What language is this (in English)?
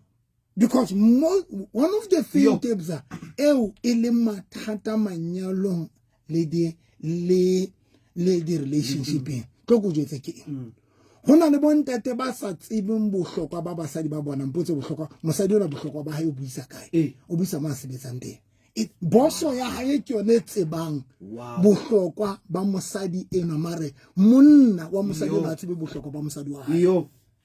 Southern Sotho